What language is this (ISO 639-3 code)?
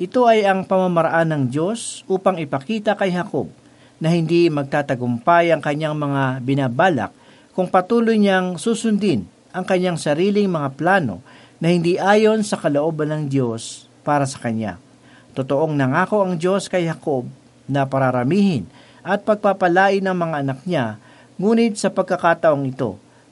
fil